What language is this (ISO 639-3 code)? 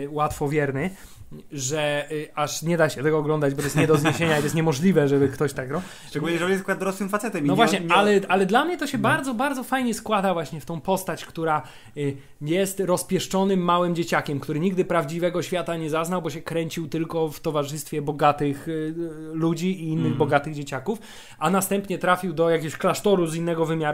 pol